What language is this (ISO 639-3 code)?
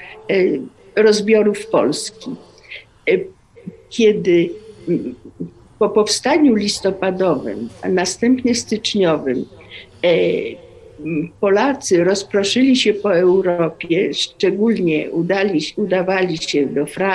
pol